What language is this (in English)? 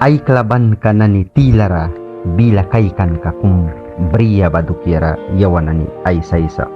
Mískito